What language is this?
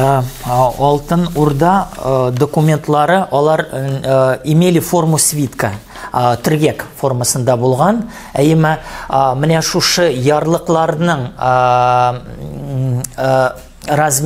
Tatar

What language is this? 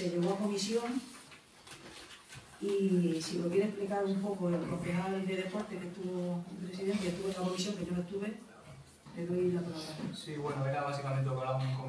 Spanish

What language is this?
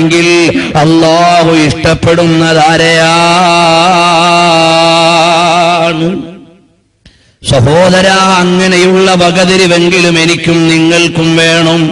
Malayalam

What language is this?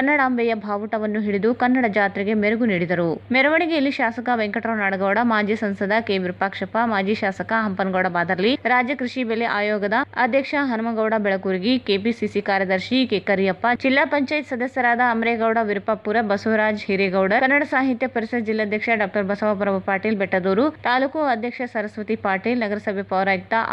Kannada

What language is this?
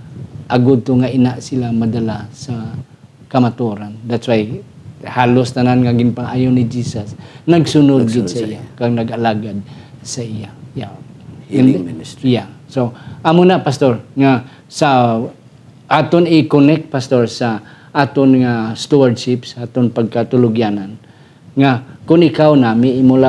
Hiligaynon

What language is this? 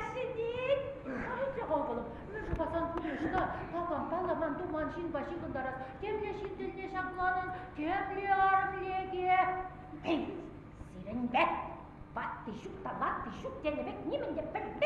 Chuvash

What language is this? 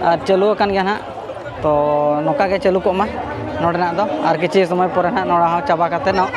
Santali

